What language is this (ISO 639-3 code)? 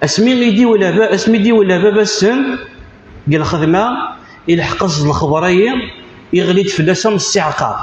kab